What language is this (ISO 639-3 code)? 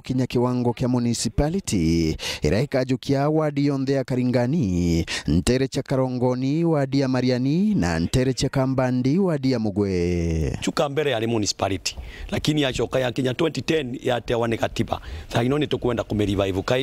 mer